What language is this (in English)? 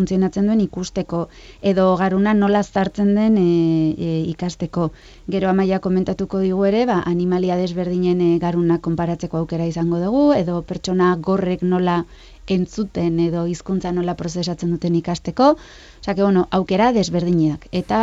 Basque